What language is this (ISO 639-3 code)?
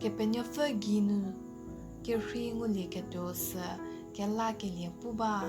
njm